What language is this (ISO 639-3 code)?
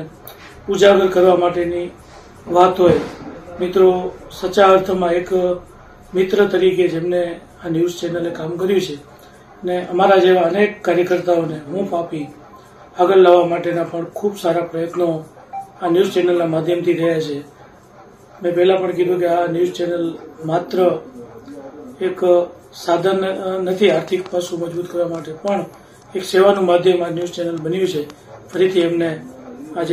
guj